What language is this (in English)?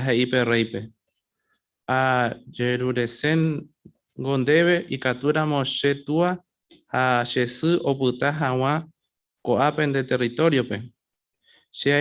Guarani